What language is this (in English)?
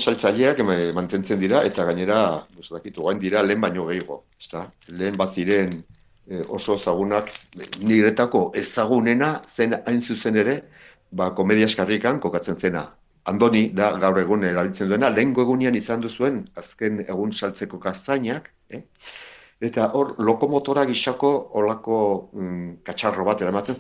Basque